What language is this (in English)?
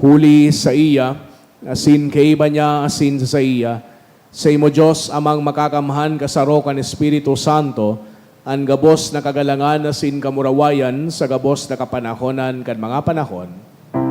Bikol